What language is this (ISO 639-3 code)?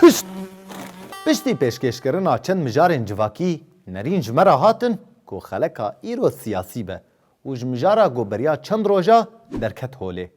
kur